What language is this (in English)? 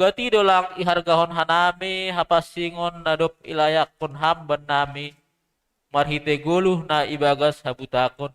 Batak Simalungun